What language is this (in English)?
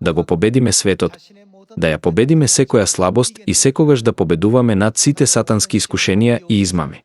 Macedonian